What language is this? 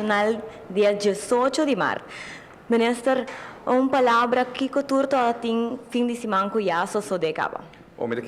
Papiamento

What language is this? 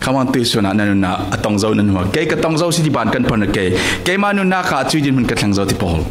Falam Chin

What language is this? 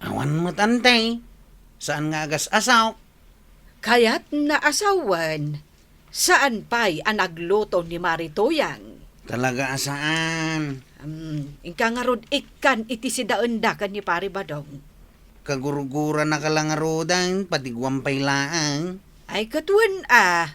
Iloko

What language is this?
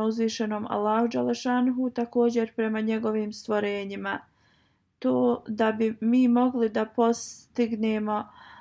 Bosnian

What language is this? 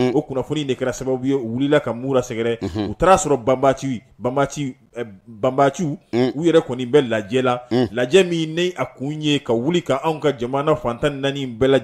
Bambara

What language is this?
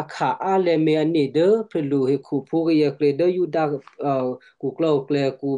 Western Kayah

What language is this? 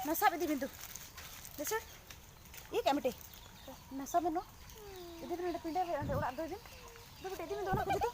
Santali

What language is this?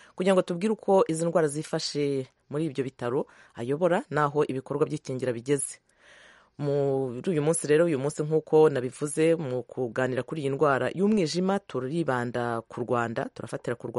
Kinyarwanda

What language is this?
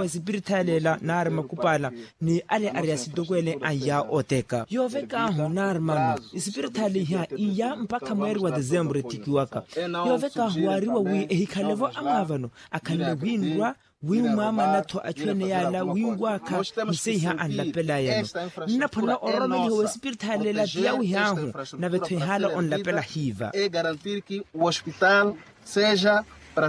Makhuwa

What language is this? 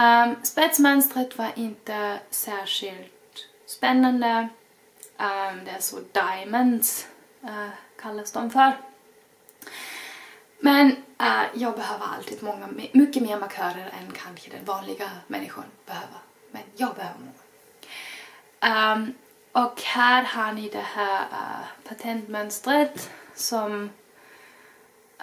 Swedish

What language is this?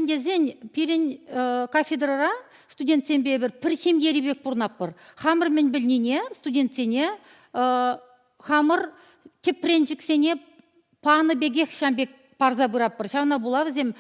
Chuvash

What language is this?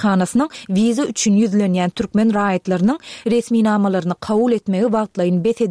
Turkmen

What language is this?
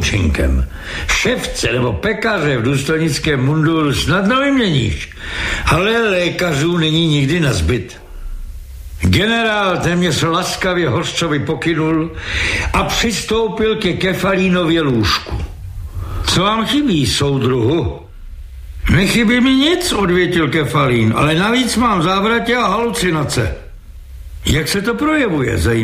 Czech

